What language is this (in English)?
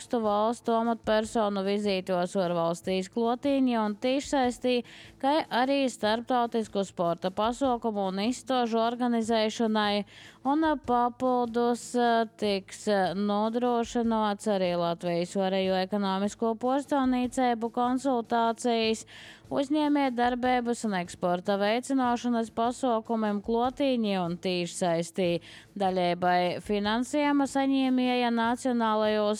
Latvian